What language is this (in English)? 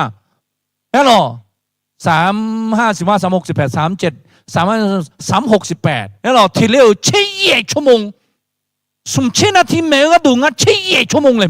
Akha